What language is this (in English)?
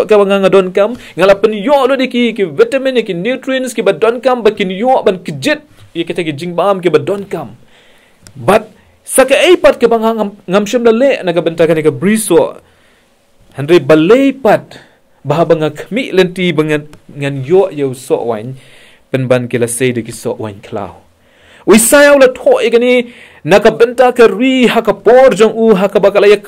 Khasi